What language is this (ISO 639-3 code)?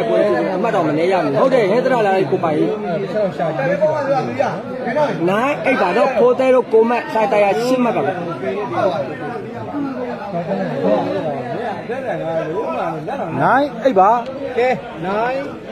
mya